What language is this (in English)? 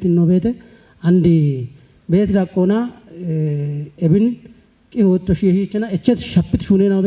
Kafa